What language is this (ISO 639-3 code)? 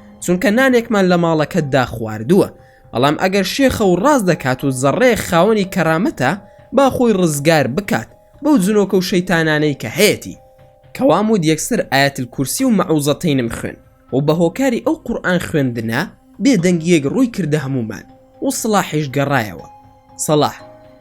ckb